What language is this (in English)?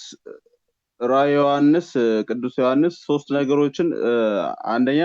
Amharic